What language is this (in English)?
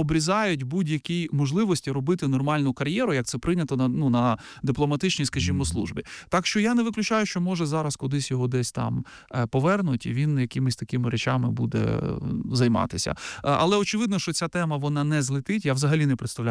Ukrainian